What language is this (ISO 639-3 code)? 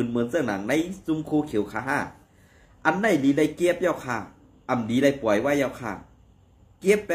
shn